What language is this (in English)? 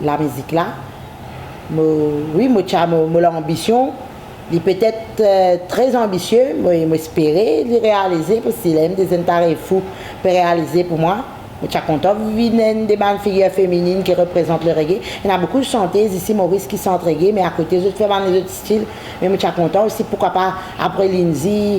Morisyen